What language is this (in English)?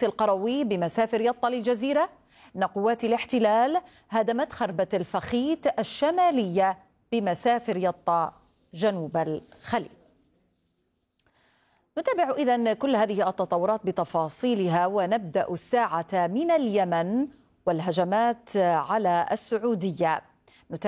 Arabic